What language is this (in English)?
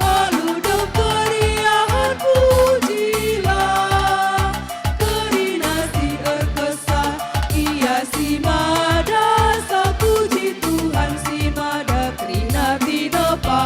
Batak Karo